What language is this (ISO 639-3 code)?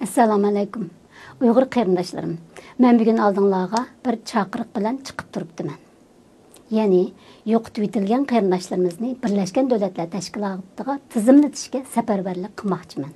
uig